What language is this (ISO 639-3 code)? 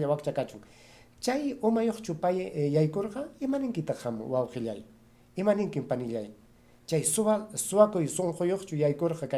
quy